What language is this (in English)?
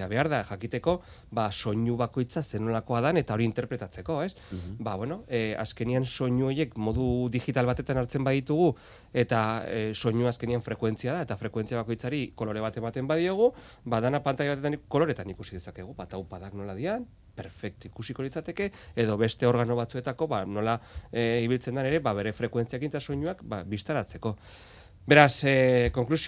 Basque